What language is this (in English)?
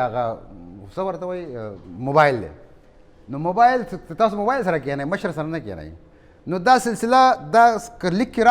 Pashto